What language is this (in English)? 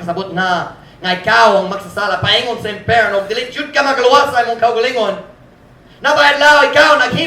Cebuano